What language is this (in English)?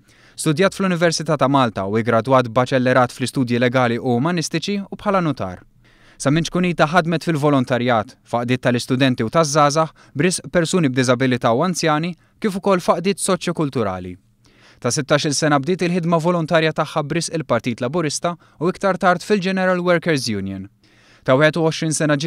Maltese